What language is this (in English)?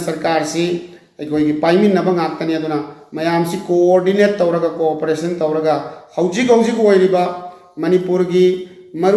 Manipuri